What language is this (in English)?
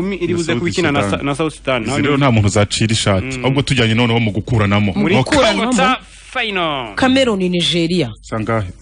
Kinyarwanda